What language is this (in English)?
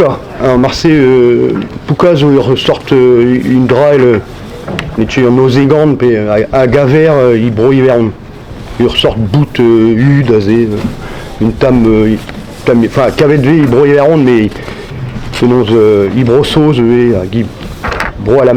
Breton